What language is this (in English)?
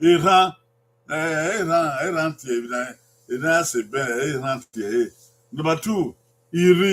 Bini